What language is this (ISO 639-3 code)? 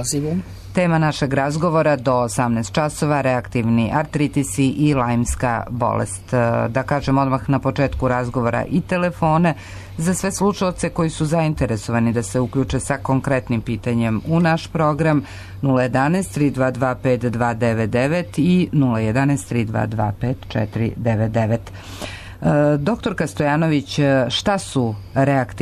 srp